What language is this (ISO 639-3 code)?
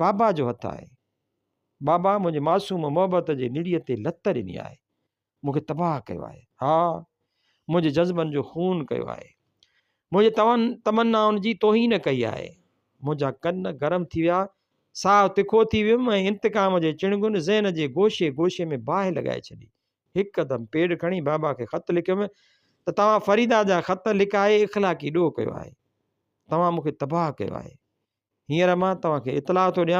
snd